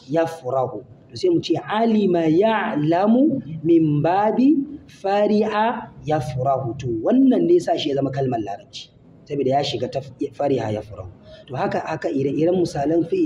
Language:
Hausa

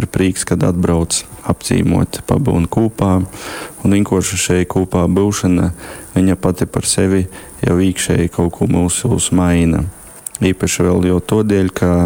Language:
Latgalian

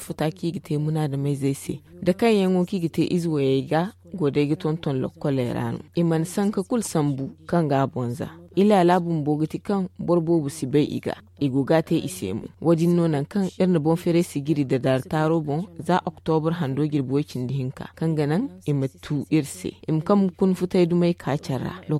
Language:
Zarma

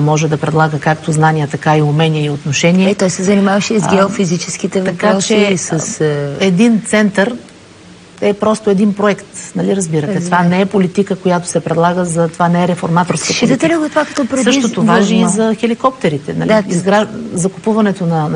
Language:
Bulgarian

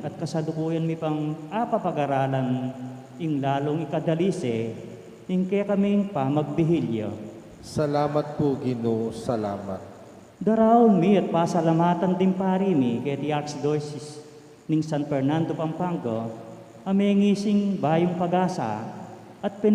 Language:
Pampanga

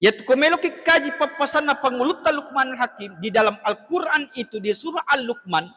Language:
Buginese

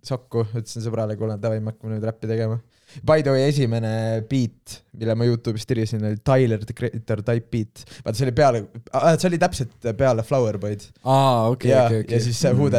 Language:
Estonian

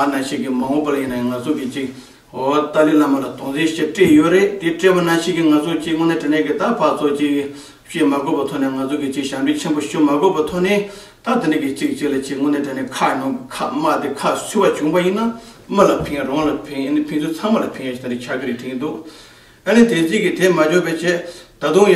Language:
Tibetan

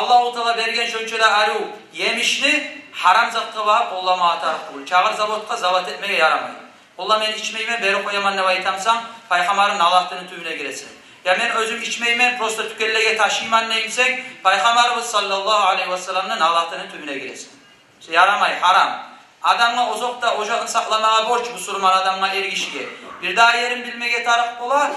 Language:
Kumyk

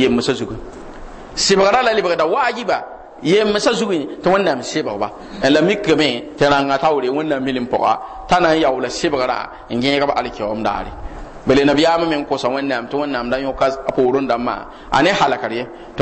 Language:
Mossi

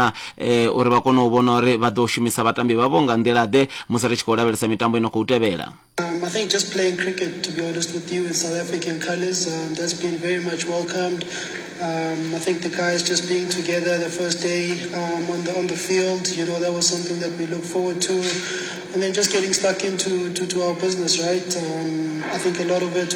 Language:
Venda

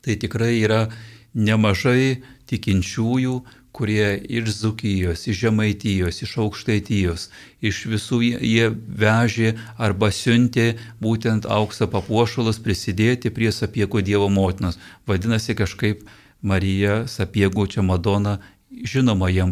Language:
Lithuanian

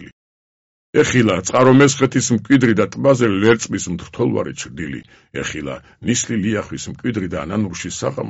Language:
Georgian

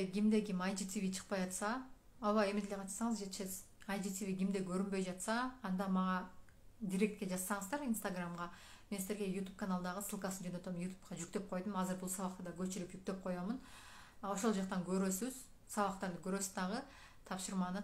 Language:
Kyrgyz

